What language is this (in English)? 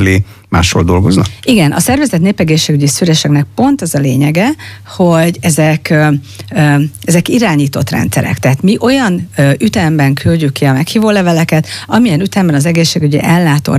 Hungarian